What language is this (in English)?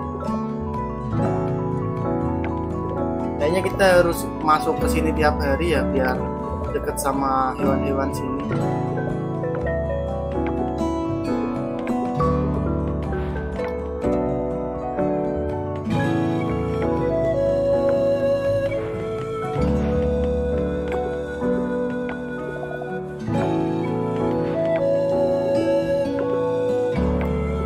Indonesian